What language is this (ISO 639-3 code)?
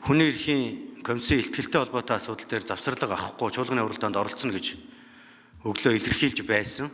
mon